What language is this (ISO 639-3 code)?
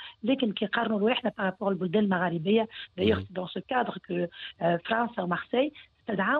aeb